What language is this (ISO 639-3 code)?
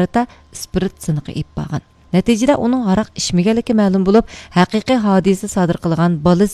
uig